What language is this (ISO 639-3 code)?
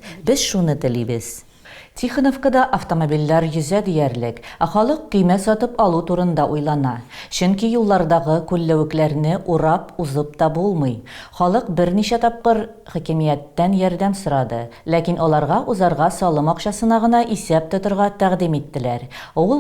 tat